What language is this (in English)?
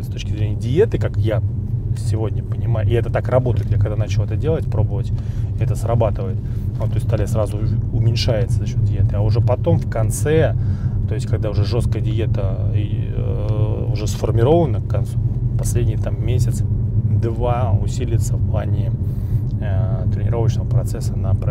Russian